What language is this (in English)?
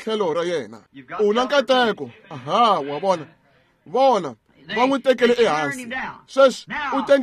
Tsonga